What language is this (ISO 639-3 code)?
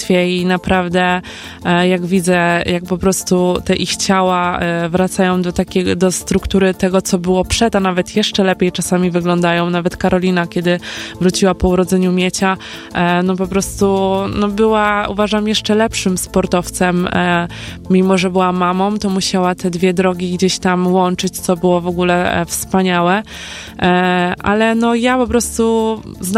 pol